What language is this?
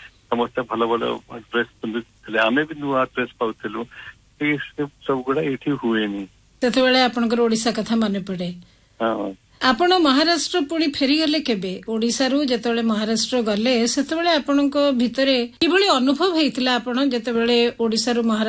Odia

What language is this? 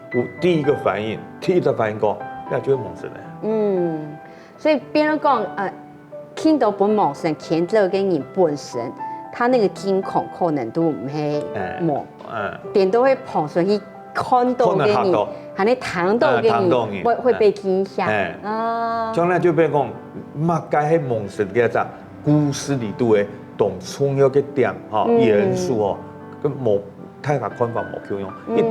Hakka Chinese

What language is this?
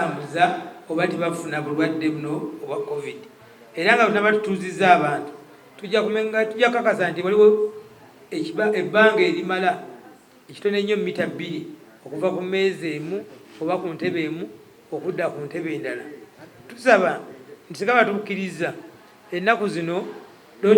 Ganda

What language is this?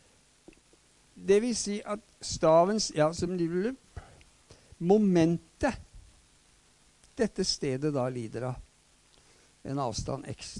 Norwegian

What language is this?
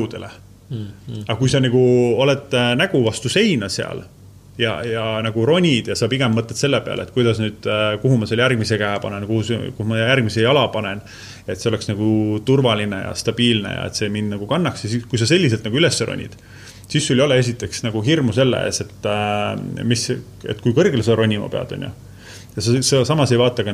Estonian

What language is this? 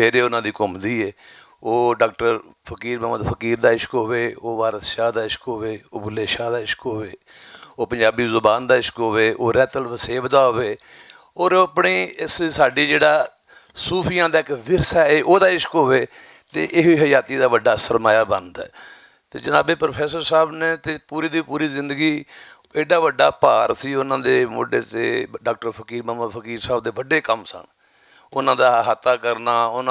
Western Panjabi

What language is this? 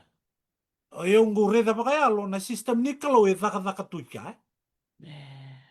Fijian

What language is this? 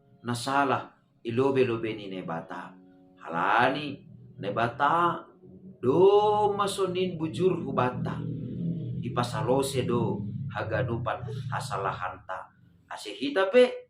Batak Simalungun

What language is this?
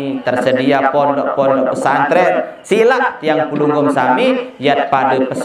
Sasak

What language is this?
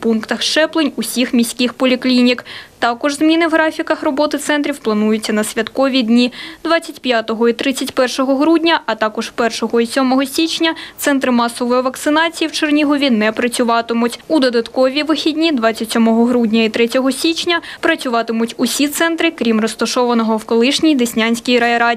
Ukrainian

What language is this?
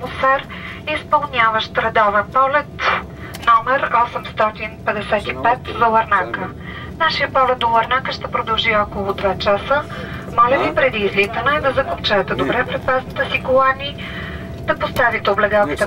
Bulgarian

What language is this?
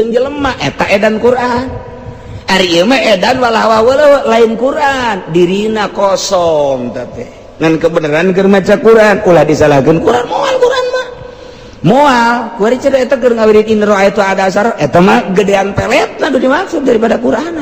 Sundanese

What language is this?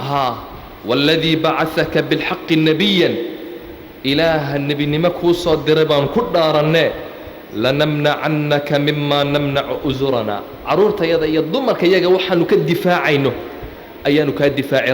Somali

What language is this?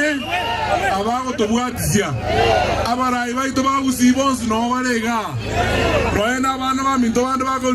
Gusii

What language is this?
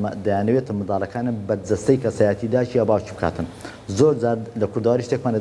Central Kurdish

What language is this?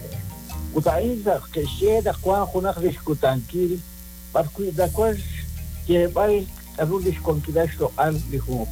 Kekchí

